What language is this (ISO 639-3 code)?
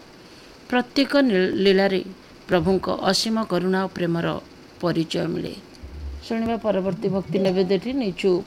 ori